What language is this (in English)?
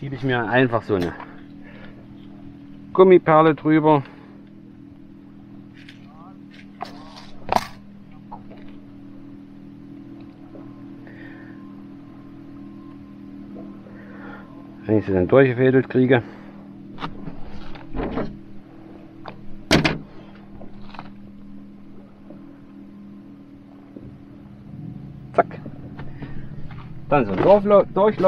German